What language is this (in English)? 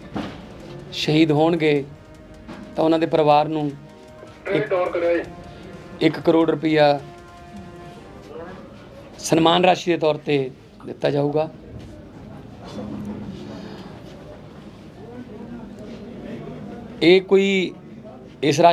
Punjabi